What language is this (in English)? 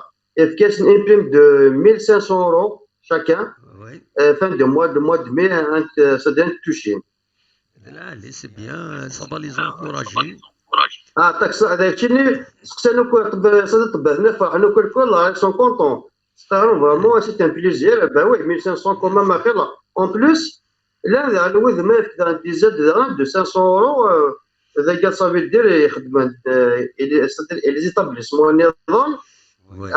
Kabyle